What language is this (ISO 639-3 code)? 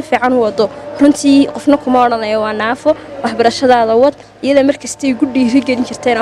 som